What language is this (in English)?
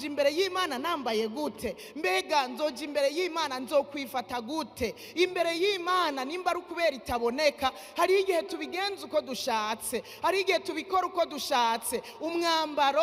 Rundi